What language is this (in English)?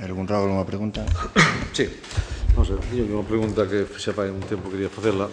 Galician